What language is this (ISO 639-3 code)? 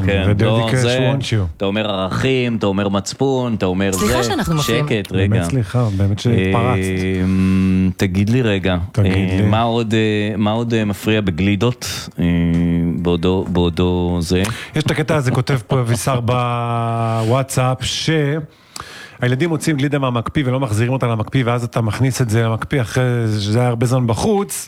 heb